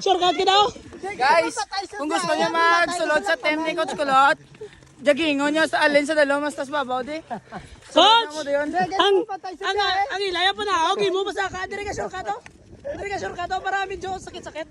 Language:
Hiligaynon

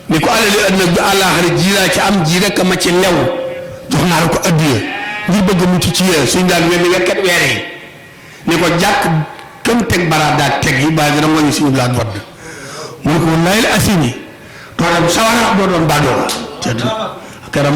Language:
Wolof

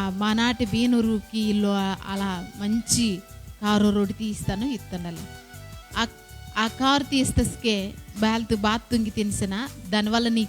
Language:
Koya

